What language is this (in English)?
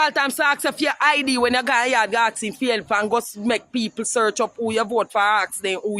Jamaican Creole English